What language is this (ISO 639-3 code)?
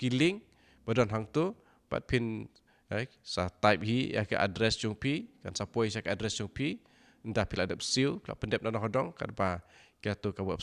kha